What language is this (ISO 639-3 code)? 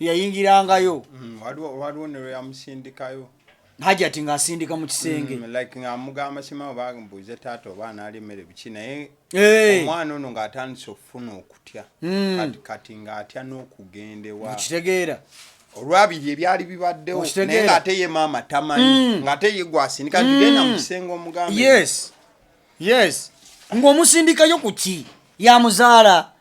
lug